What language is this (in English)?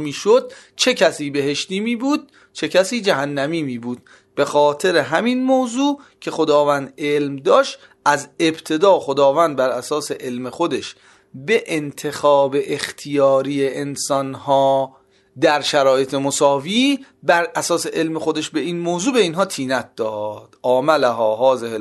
Persian